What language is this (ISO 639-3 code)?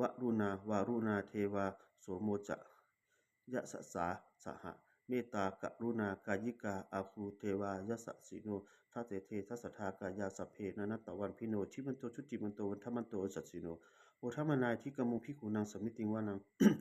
pli